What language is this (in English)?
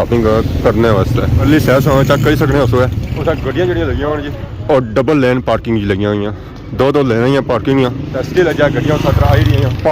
Pahari-Potwari